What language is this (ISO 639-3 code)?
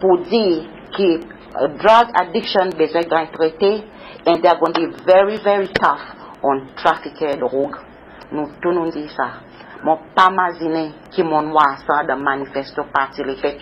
crs